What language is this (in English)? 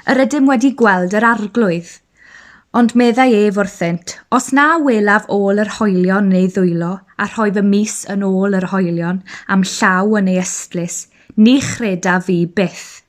Welsh